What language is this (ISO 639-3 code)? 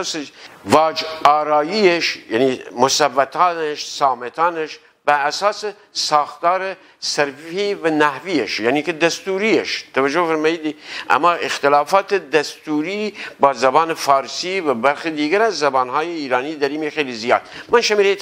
glk